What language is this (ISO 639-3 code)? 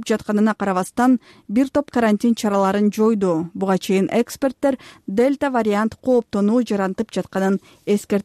kir